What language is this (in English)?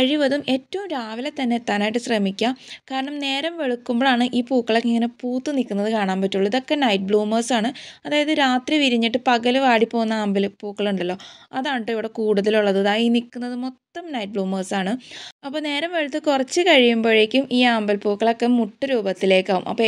Malayalam